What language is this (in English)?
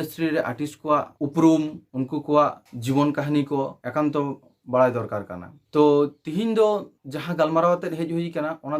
Santali